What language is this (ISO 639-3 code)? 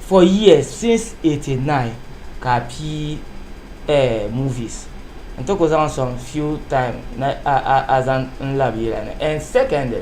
dag